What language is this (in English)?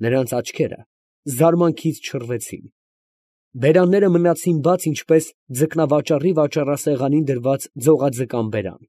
Armenian